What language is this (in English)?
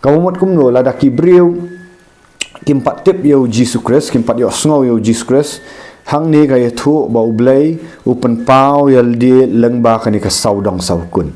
Khasi